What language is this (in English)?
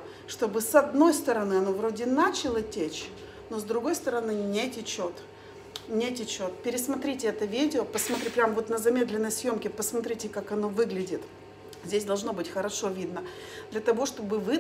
Russian